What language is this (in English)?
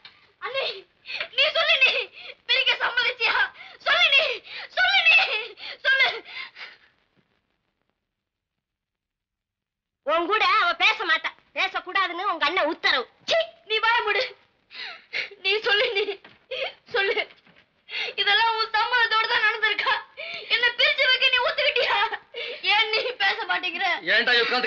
Tamil